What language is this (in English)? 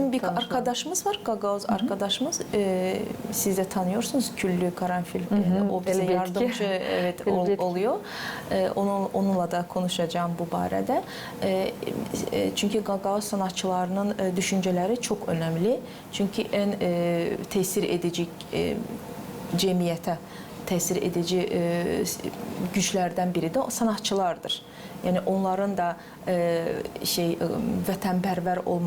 Gagauz